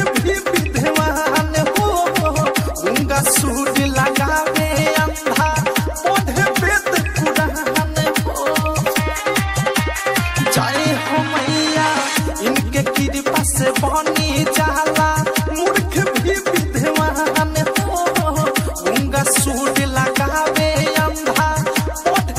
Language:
Bhojpuri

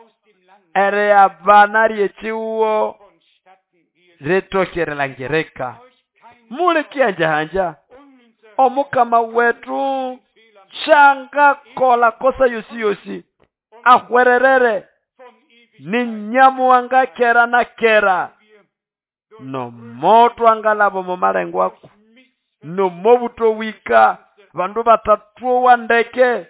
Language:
Nande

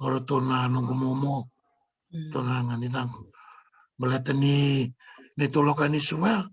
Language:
Fijian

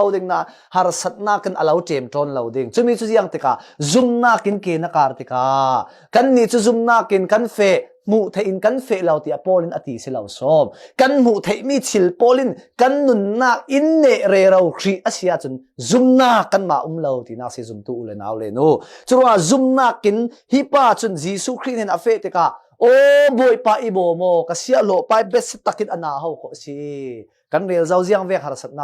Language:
Falam Chin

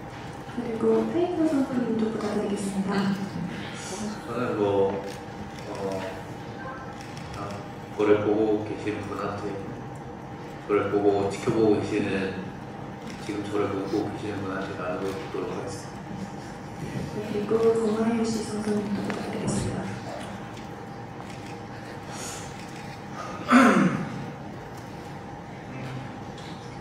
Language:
Korean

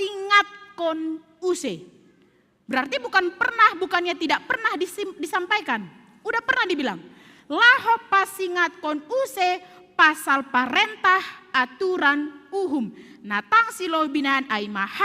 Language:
Batak Simalungun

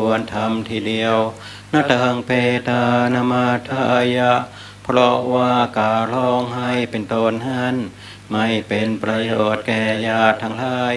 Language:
Thai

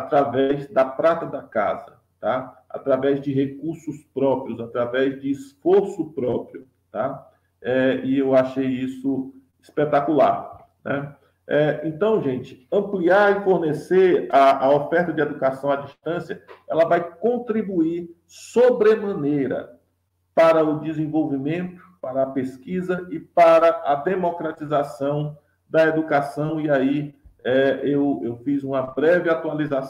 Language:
Portuguese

